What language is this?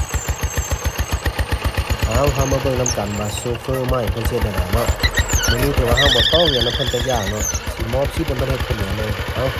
Lao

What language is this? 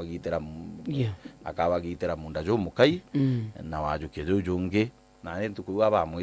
Meru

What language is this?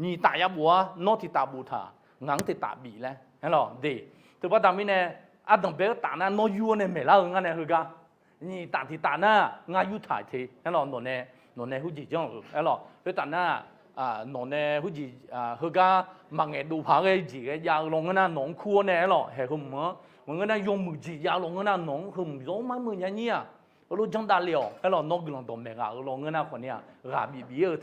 Akha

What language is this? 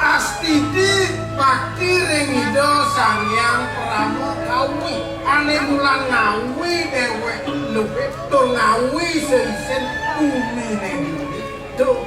Balinese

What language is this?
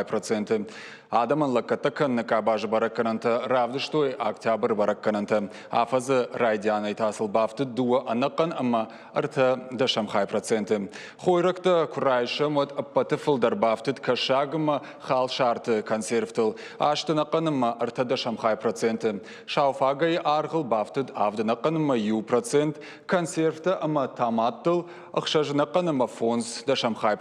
Ossetic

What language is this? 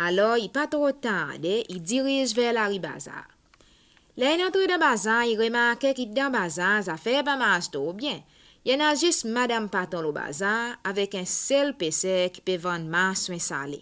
Seselwa Creole French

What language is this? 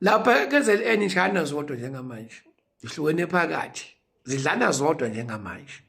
Zulu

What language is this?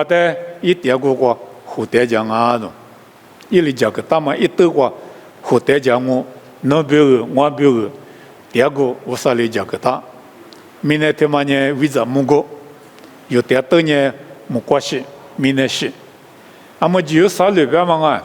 Lisu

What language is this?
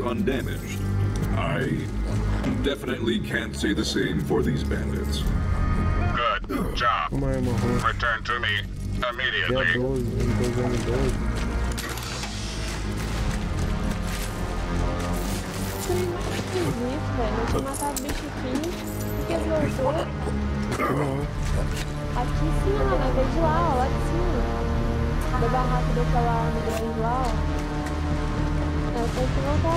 Portuguese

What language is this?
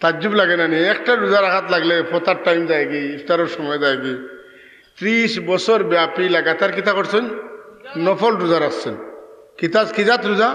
Sylheti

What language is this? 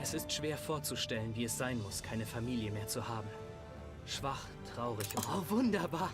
Bavarian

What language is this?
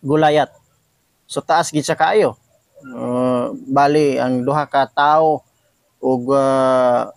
Cebuano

